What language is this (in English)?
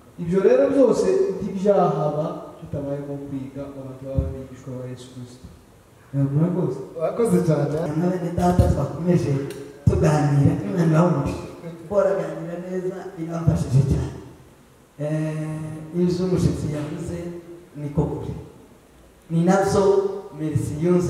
Kinyarwanda